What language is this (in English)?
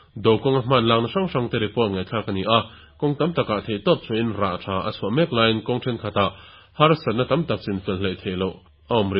Mizo